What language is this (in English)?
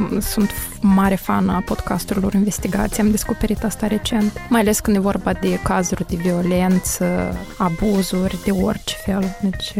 Romanian